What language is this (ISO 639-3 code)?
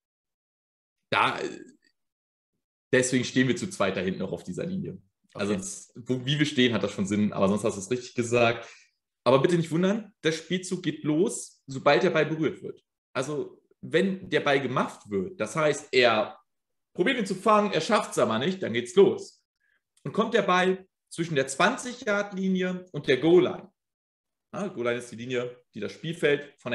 deu